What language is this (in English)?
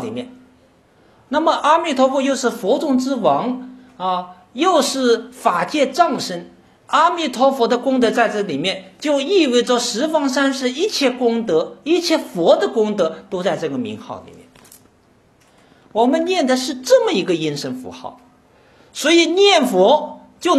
Chinese